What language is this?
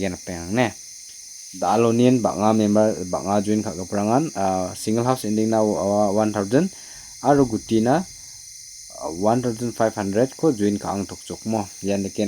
Garo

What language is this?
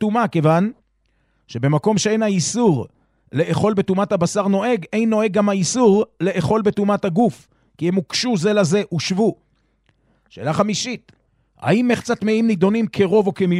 Hebrew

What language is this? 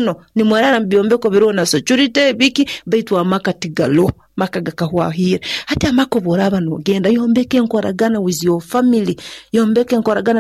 Nyoro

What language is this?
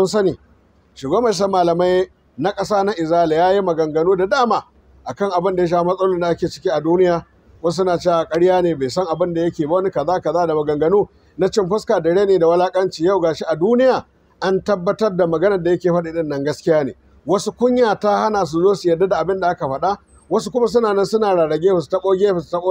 Hausa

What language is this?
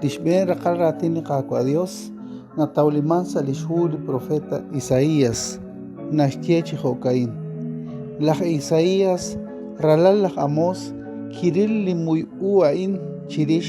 Kekchí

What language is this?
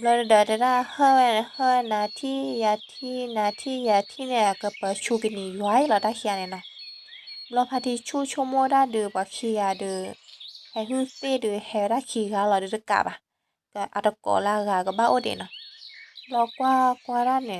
S'gaw Karen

